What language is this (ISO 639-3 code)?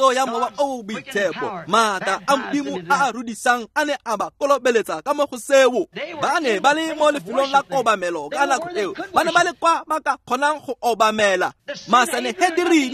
tsn